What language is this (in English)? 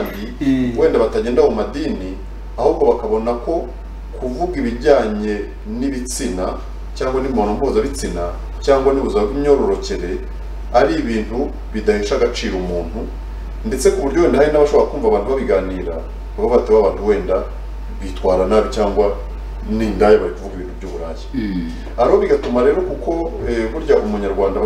Kinyarwanda